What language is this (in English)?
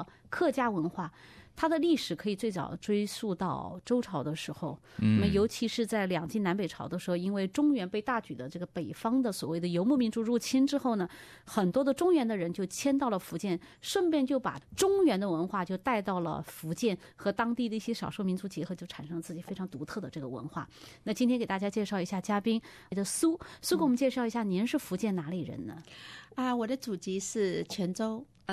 Chinese